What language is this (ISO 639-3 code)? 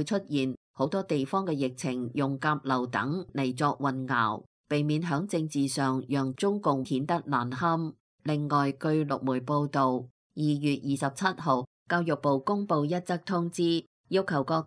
yue